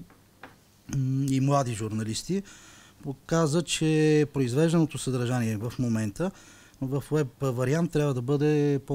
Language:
Bulgarian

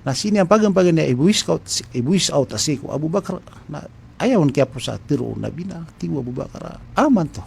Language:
Maranao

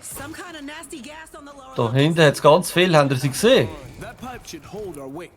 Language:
Swiss German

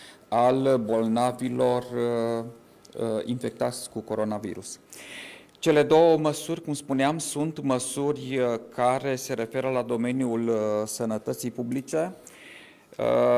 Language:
Romanian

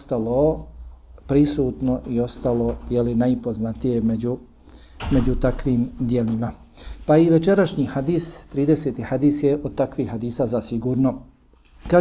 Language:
Bosnian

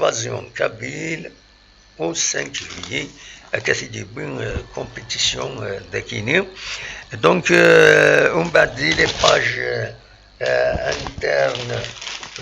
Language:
Kabyle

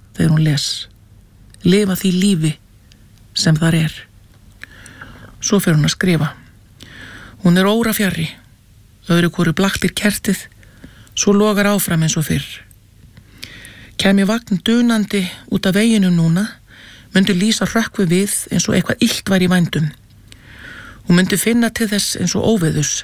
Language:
Icelandic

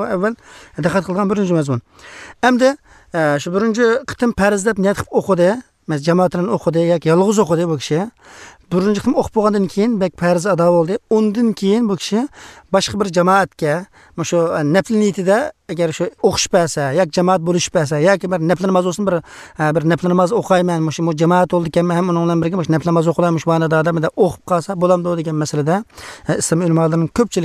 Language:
Tatar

